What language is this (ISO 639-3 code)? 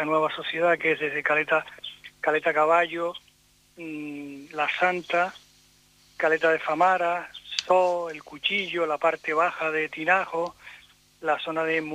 spa